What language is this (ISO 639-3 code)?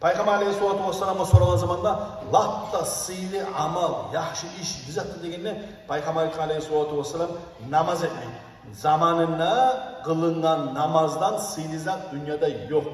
kum